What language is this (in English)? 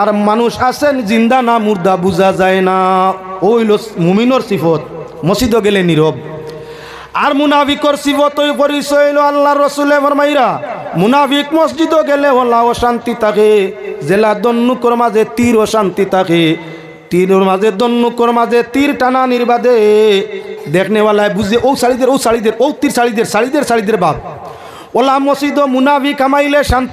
Sylheti